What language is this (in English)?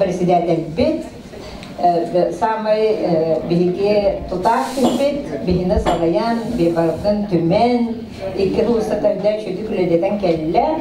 Yakut